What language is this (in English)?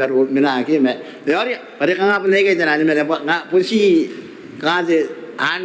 Gilbertese